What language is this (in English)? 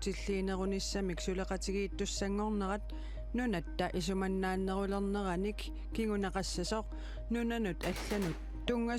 Kalaallisut